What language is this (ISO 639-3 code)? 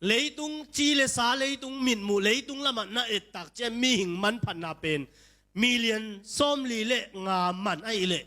ctd